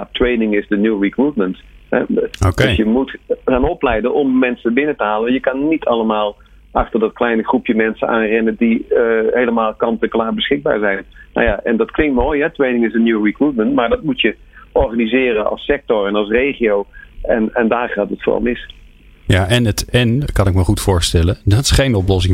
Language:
Dutch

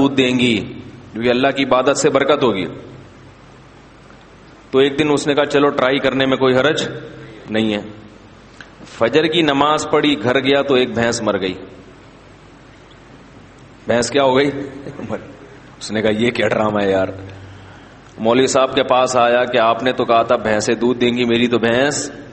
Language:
Urdu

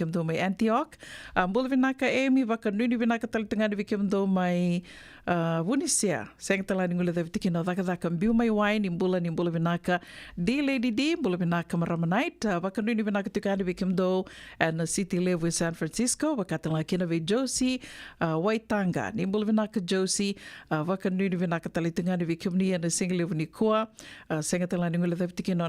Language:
Fijian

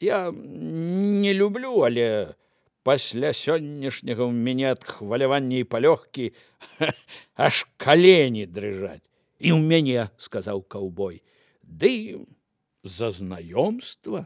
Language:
Belarusian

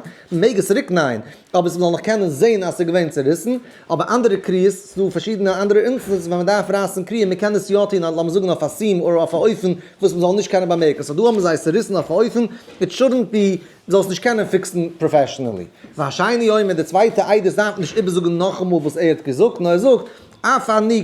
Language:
Yiddish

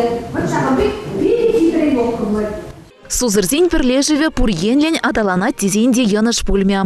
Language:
Chuvash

